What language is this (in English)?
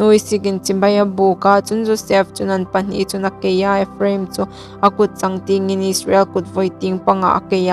Hmar